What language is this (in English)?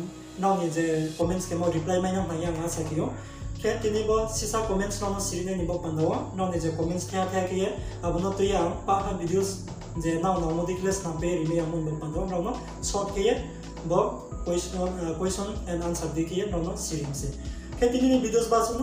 Riang (India)